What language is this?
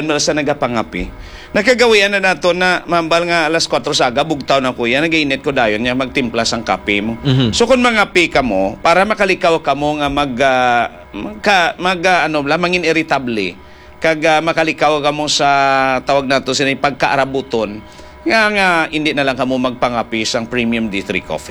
Hiligaynon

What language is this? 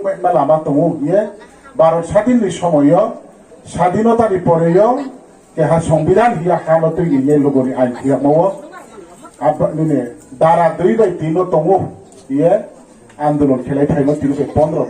Riang (India)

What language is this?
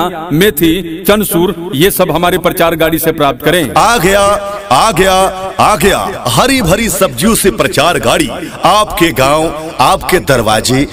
Hindi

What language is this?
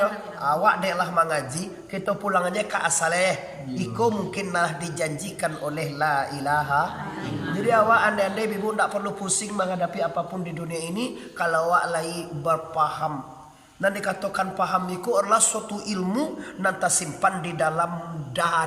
Minangkabau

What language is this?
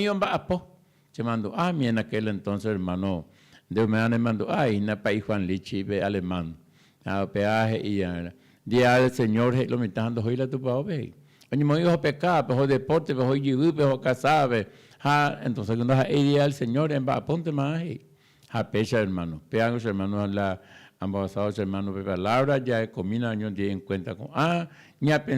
Guarani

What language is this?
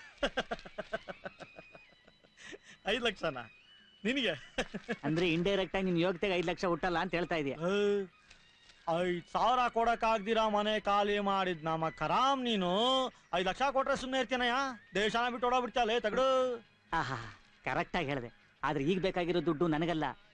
Kannada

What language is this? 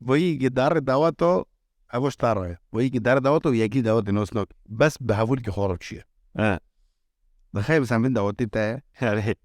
Kurdish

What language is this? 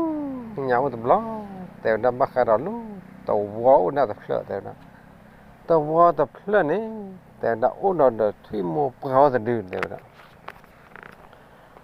S'gaw Karen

